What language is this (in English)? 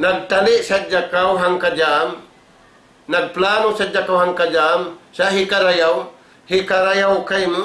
Tausug